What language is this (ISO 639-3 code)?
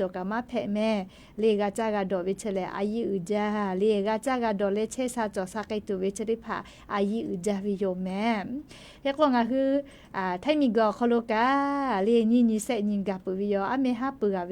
lhu